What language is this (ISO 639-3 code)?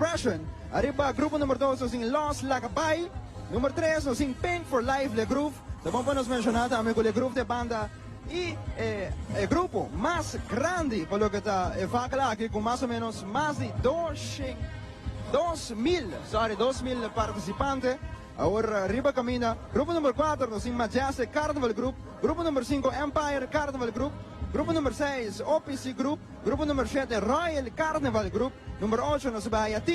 pap